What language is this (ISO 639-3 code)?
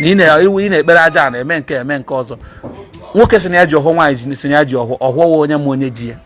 ibo